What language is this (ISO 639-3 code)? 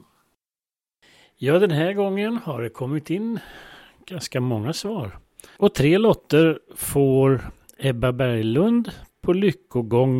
swe